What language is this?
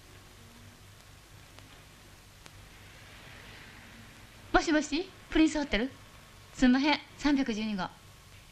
Japanese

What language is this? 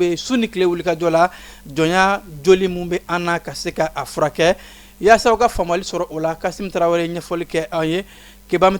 Bambara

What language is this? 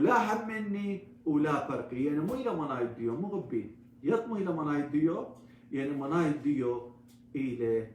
Assyrian Neo-Aramaic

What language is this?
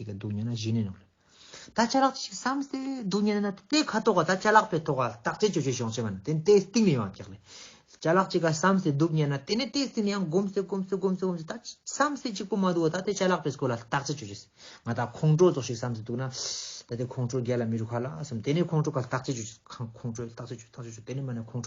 Ladakhi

